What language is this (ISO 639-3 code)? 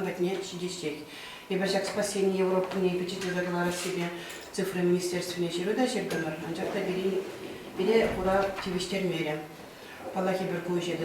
chv